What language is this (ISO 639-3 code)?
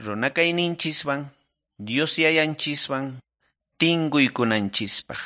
que